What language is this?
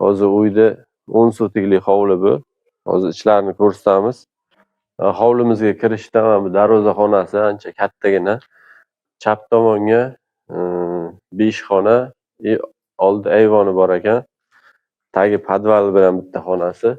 Uzbek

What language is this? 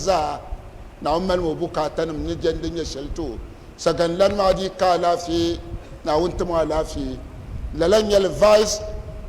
Dagbani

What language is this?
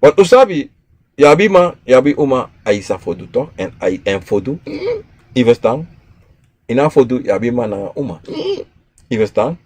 Sranan Tongo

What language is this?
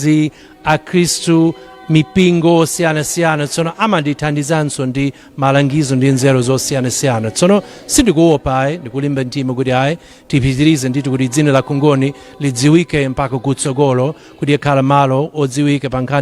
Nyanja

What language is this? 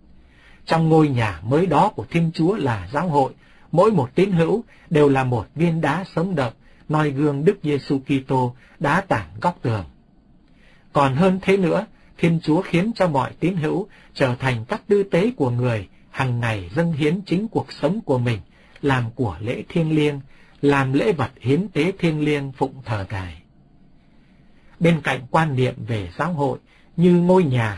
Vietnamese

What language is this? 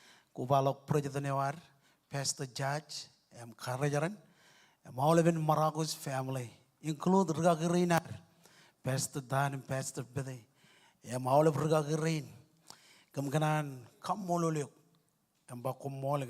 Marshallese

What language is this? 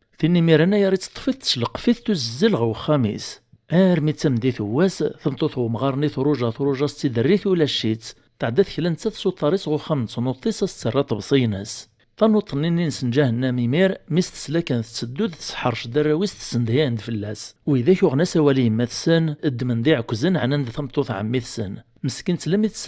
Kabyle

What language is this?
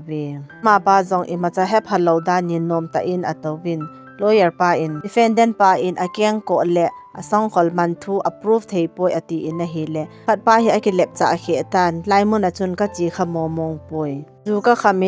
Thado Chin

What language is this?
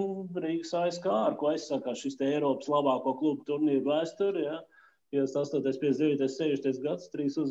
Latvian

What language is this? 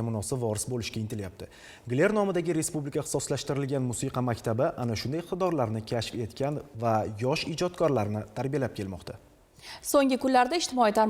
Uzbek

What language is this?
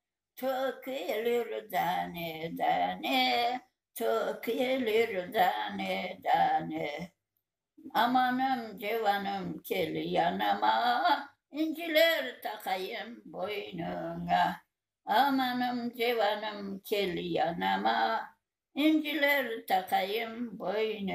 Crimean Tatar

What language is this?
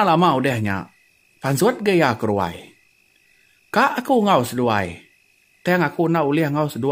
Iban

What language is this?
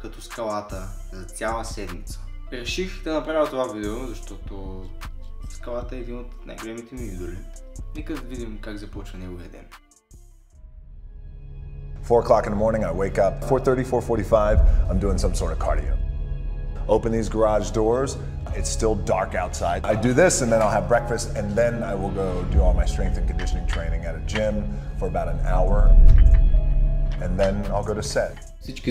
Bulgarian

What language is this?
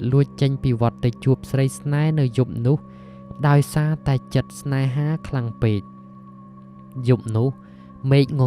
Khmer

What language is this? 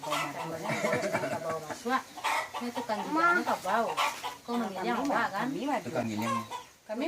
Minangkabau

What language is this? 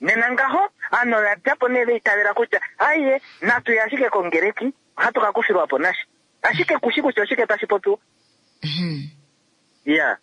Kuanyama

